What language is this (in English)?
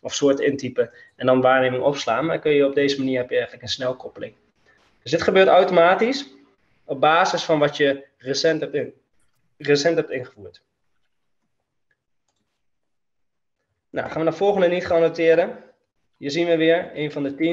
Dutch